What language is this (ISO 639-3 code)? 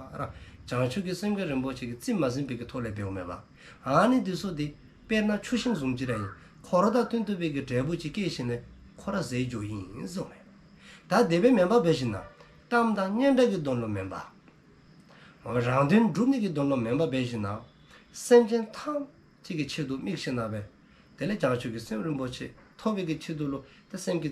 dzo